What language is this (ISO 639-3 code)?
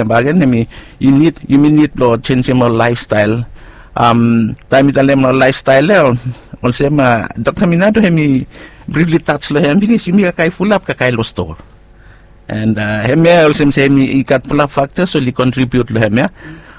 bis